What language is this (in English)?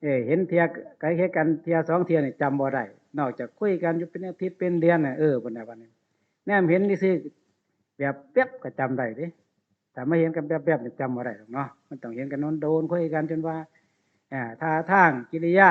Northeastern Thai